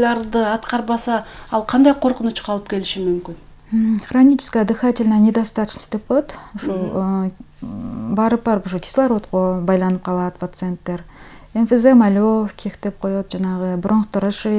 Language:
Kyrgyz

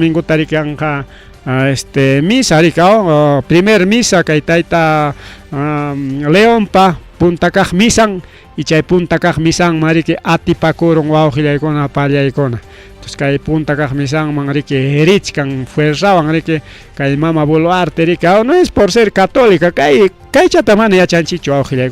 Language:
Ayacucho Quechua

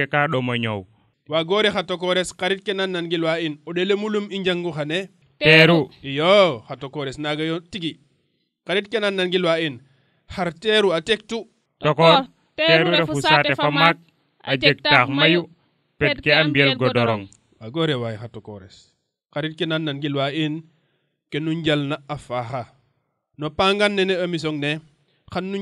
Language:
Serer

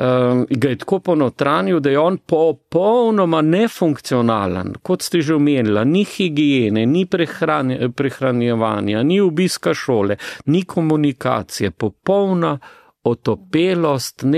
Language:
Slovenian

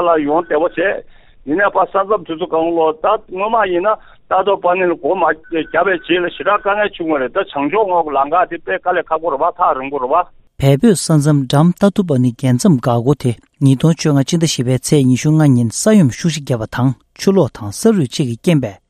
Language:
Tibetan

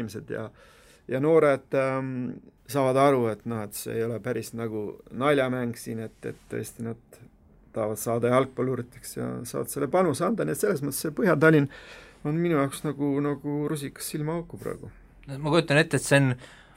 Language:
Estonian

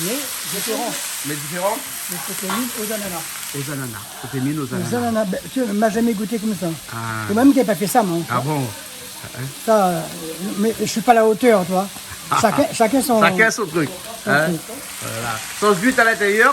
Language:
Réunion Creole French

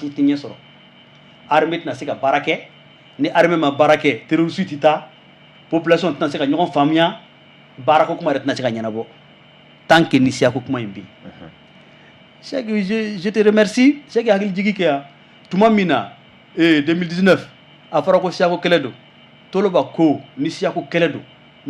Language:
Bambara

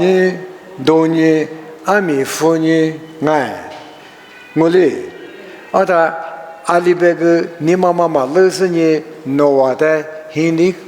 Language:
Lisu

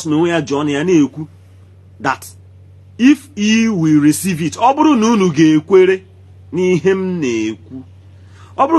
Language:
Igbo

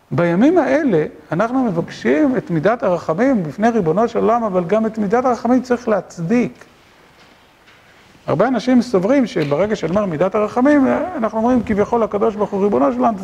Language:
Hebrew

